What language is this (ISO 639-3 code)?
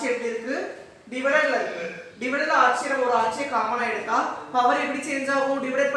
tam